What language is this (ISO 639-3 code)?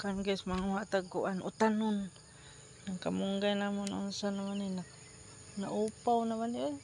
ceb